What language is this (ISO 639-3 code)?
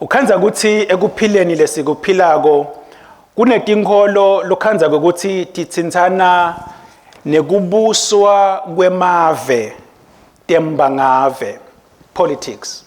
ssw